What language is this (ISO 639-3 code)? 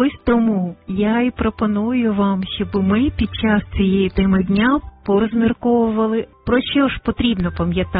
ukr